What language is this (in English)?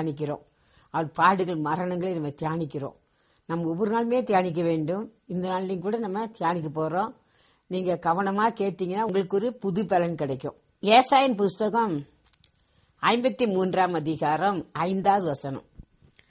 Tamil